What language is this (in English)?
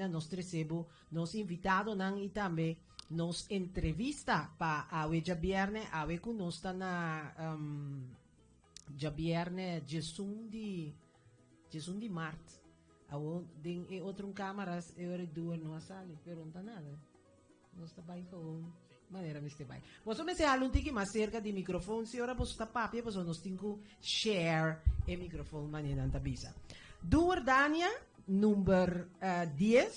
Papiamento